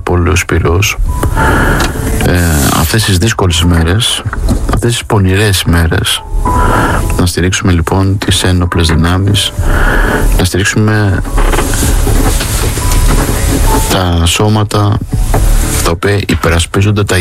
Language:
Greek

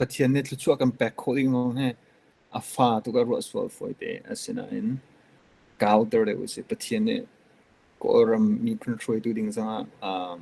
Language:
Hakha Chin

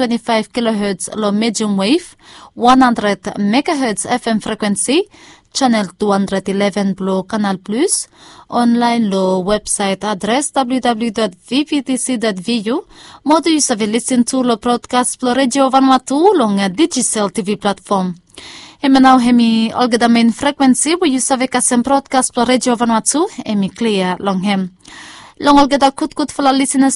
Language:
Bislama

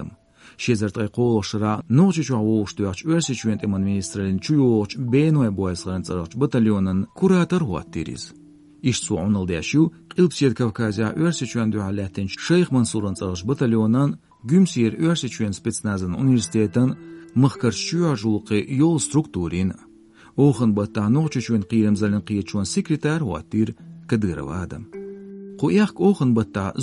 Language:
Chechen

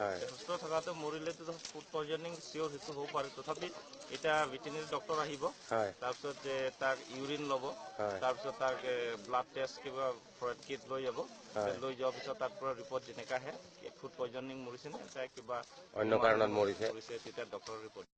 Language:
Assamese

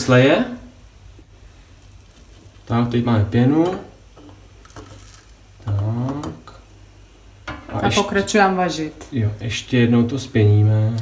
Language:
Czech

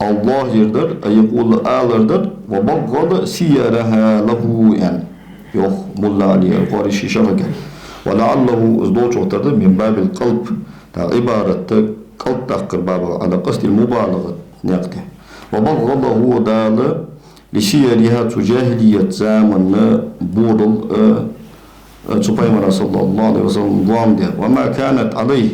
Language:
Ingush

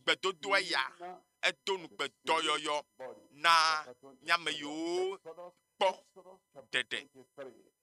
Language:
Ewe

